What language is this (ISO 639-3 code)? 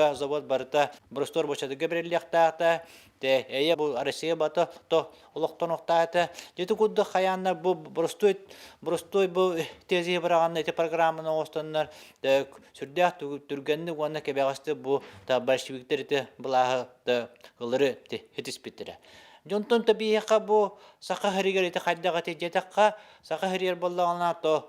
sah